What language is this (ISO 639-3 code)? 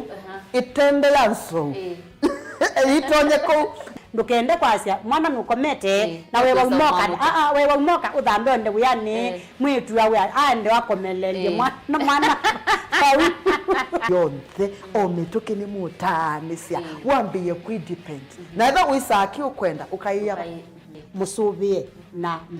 kam